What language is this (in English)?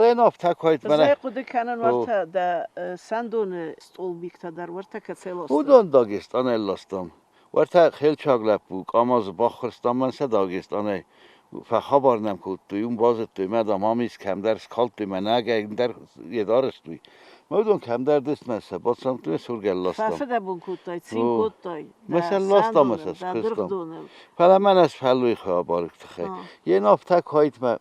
Ossetic